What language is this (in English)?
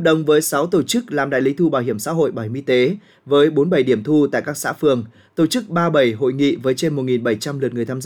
Vietnamese